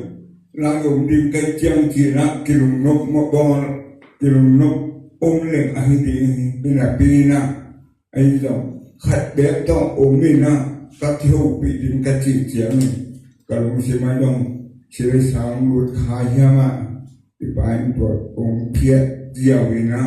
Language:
Tedim Chin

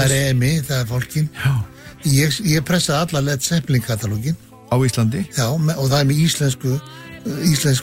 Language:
Icelandic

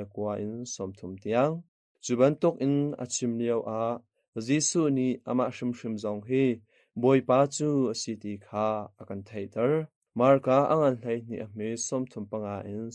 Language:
Hakha Chin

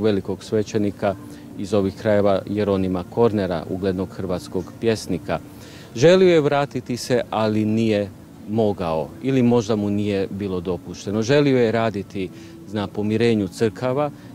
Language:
Croatian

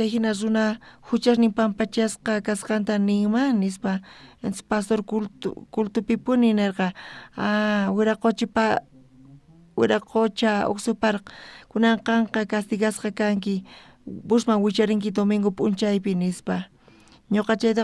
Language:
South Bolivian Quechua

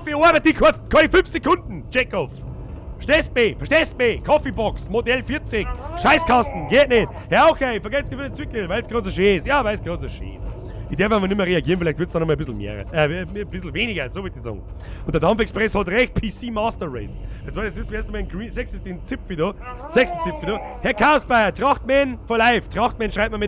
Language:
Bavarian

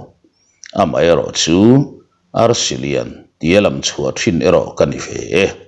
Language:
Mizo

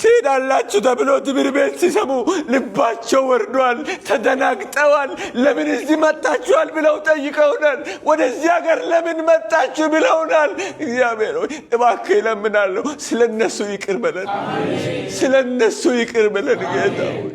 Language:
Amharic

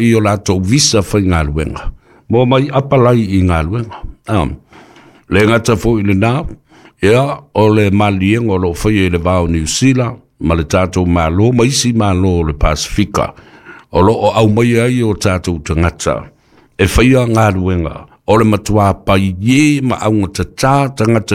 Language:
Samoan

